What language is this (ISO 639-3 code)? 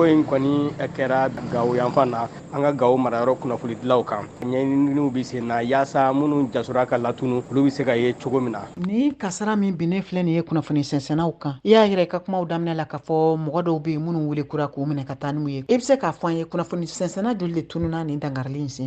bam